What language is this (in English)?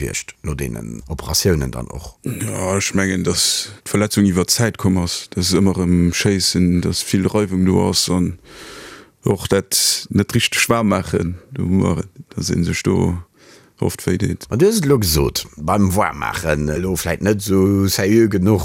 Luxembourgish